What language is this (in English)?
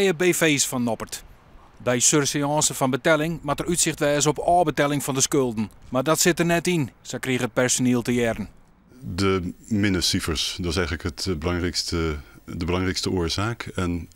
Western Frisian